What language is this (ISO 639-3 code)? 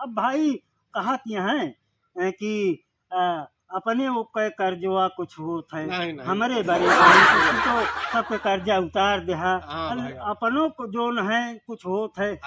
awa